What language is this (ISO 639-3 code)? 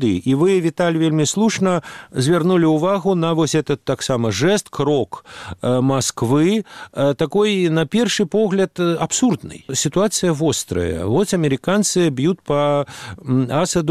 bel